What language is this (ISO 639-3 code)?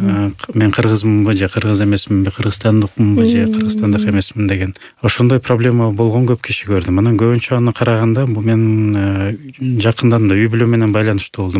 kir